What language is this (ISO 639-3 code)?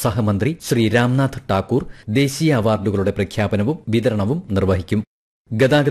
mal